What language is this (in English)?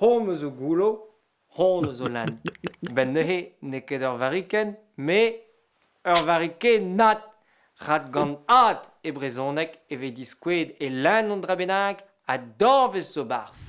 Breton